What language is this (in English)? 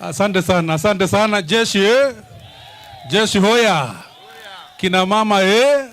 Meru